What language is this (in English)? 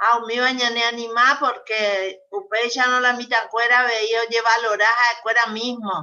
Guarani